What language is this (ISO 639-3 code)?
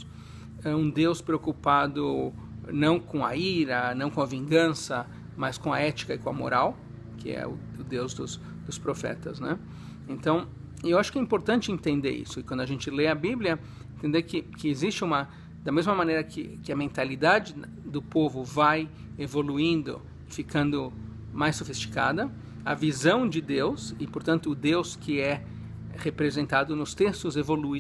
por